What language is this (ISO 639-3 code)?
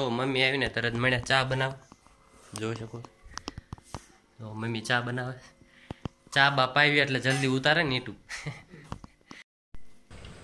guj